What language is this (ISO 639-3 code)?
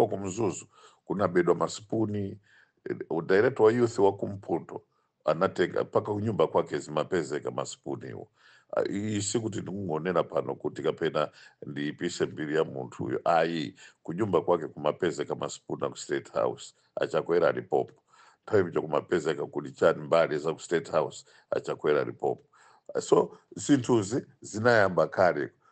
nya